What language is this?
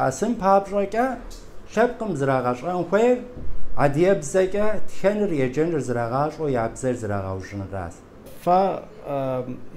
Kabardian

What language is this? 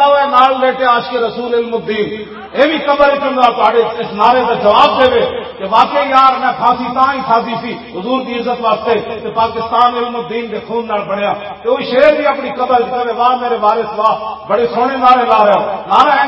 Western Panjabi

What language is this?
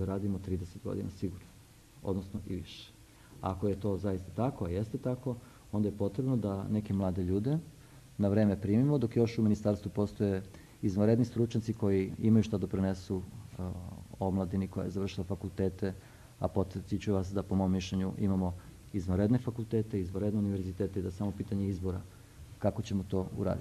Serbian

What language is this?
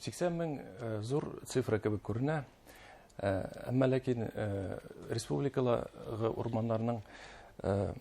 Bashkir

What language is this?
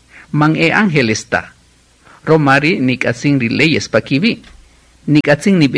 Kaqchikel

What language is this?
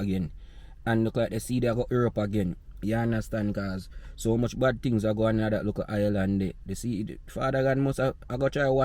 Jamaican Creole English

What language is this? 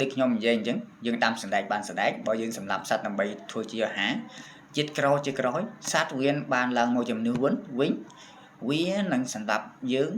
Khmer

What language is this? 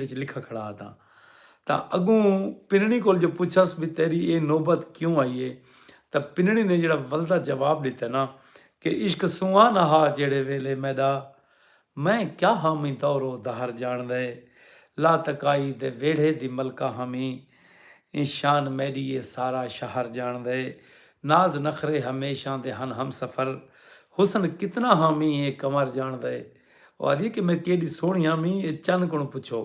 Saraiki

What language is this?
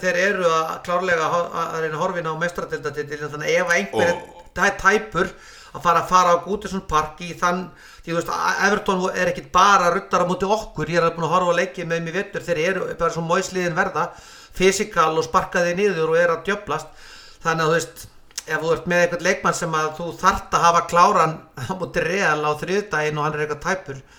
Icelandic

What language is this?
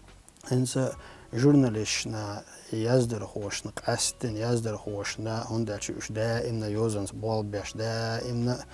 Chechen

